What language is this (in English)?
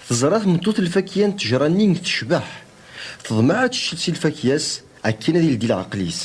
Kabyle